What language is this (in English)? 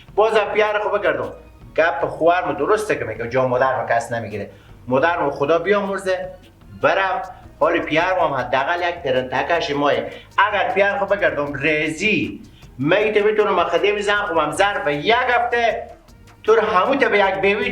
Persian